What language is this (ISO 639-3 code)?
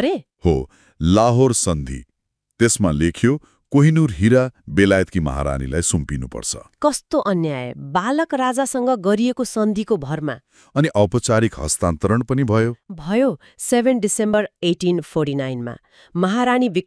nep